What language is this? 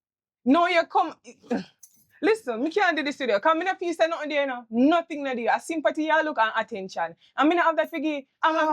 Jamaican Creole English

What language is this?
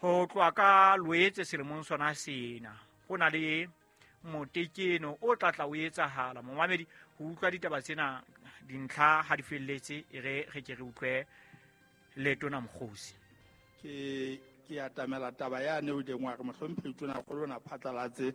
Southern Sotho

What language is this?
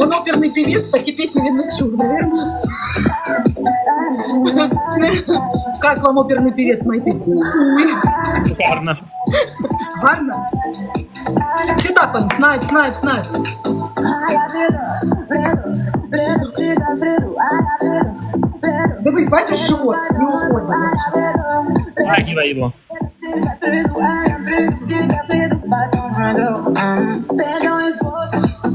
Russian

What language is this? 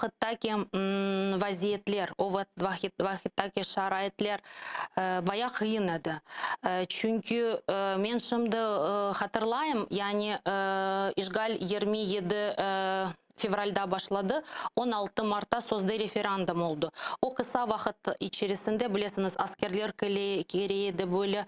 Crimean Tatar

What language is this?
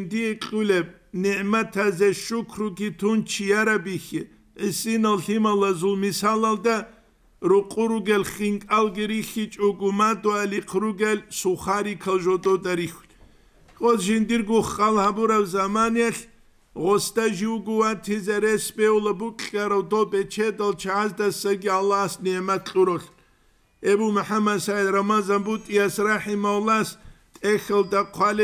Avaric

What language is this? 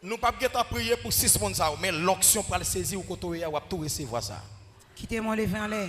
Haitian Creole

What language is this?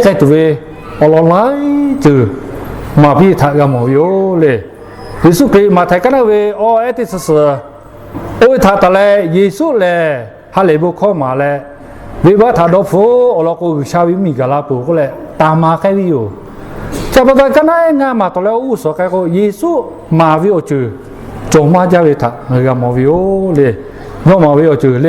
Lahu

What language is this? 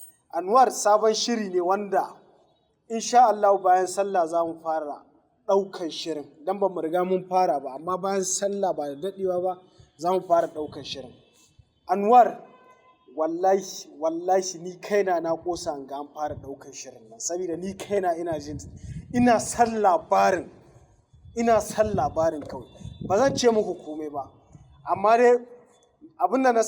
Hausa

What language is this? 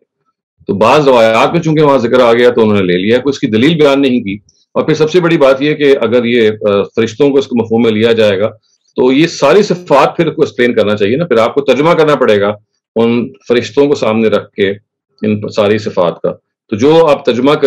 Urdu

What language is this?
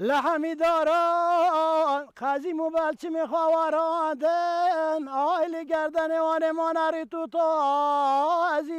Kurdish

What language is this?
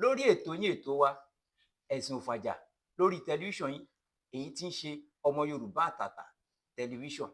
Yoruba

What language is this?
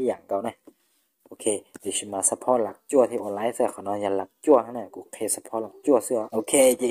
Hmong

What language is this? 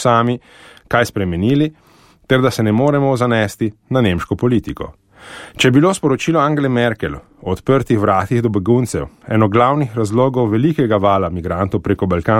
Slovenian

